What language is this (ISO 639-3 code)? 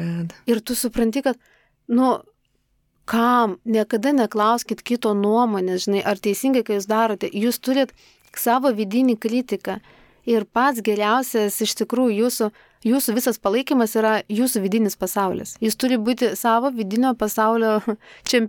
lit